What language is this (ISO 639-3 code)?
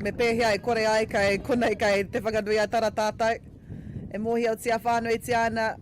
mri